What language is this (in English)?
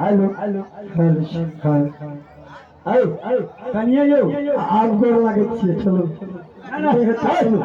Maithili